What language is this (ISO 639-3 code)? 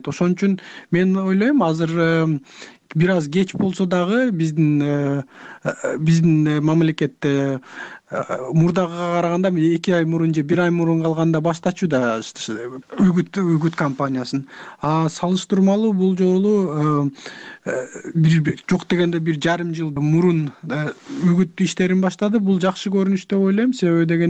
kir